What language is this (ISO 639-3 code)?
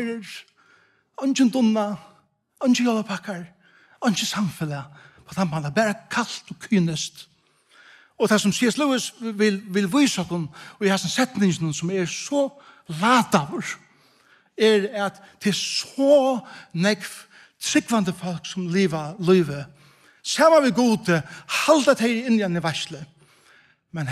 fao